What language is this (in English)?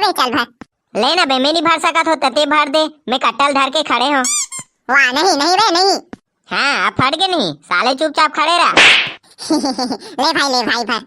Chhattisgarhi